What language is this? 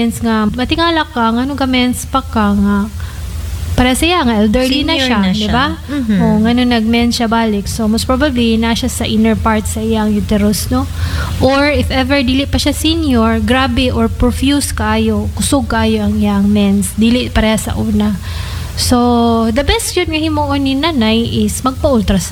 Cebuano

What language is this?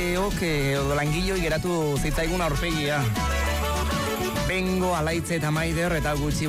Basque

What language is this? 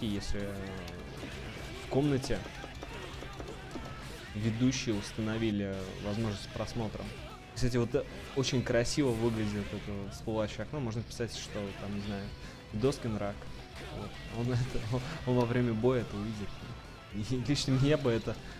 Russian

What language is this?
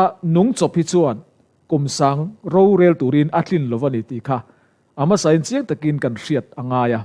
Mizo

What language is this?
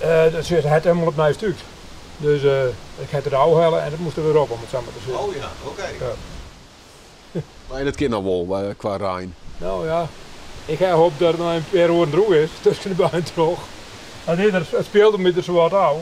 Western Frisian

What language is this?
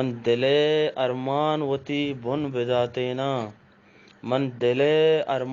Eastern Balochi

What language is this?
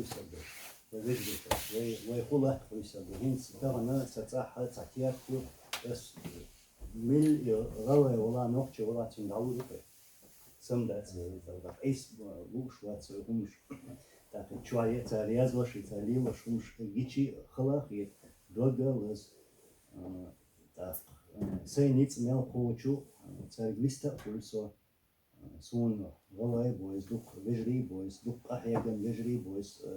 Chechen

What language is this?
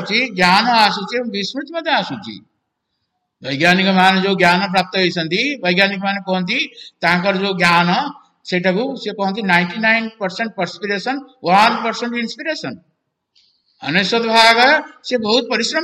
Odia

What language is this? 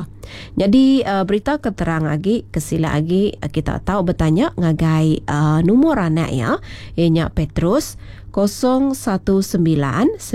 Iban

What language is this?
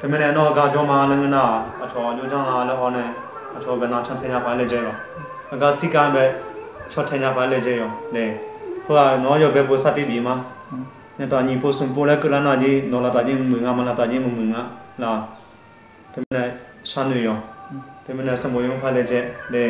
Akha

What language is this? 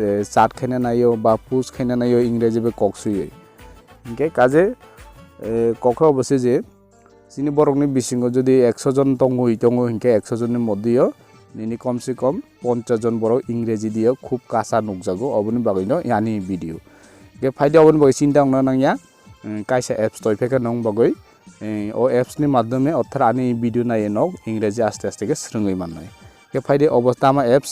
Kok Borok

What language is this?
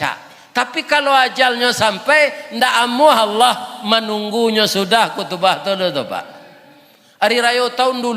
Minangkabau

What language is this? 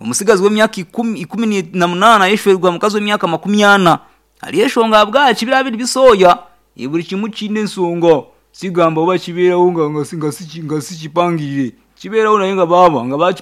Nyankole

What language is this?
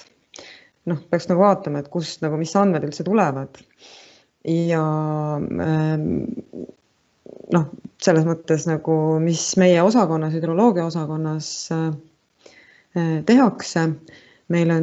Estonian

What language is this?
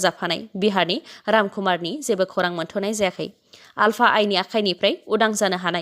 Bodo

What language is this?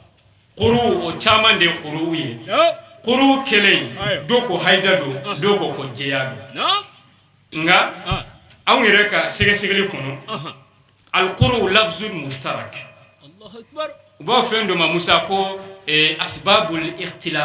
Bambara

